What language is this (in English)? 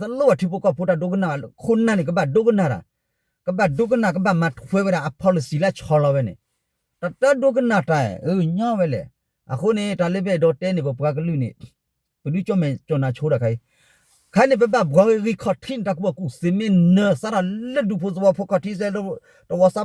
S'gaw Karen